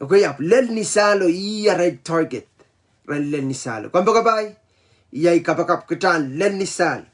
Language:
Pohnpeian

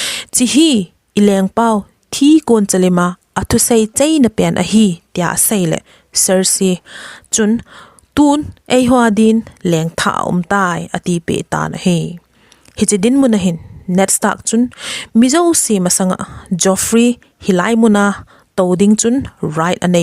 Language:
Thado Chin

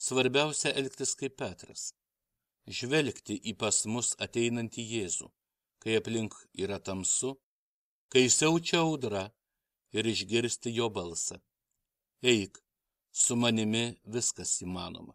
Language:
Lithuanian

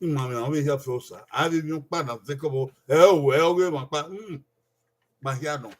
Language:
Bini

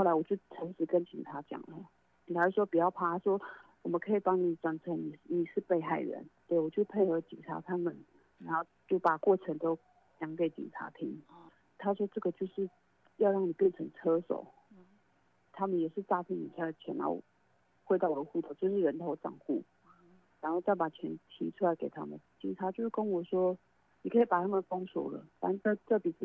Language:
Chinese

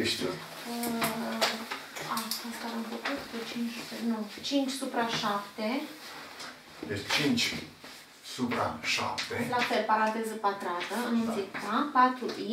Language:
Romanian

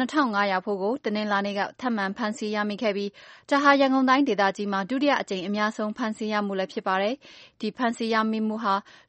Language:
Burmese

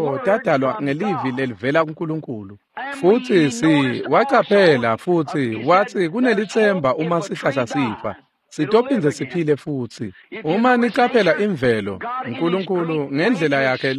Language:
Swati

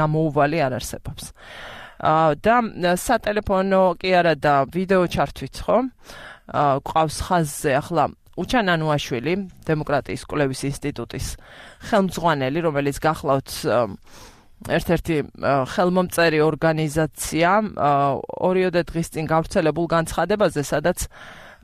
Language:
Georgian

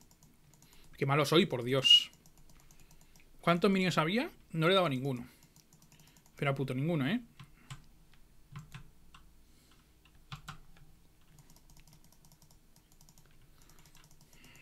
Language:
Spanish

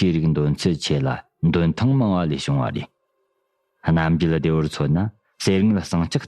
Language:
Tibetan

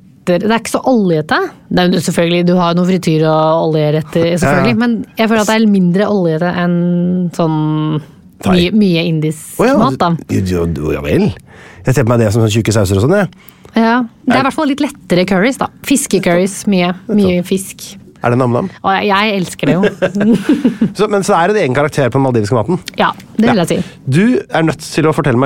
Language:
Norwegian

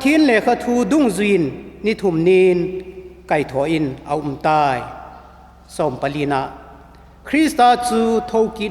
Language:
Vaiphei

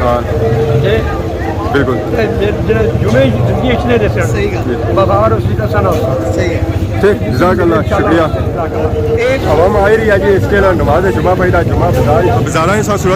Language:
Pahari-Potwari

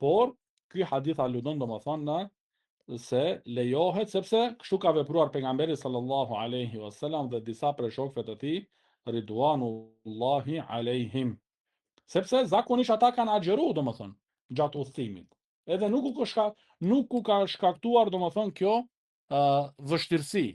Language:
Albanian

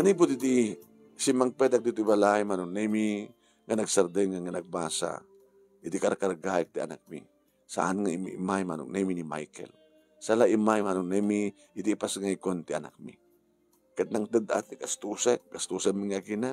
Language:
Iloko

